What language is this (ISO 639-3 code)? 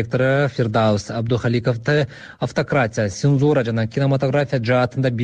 kir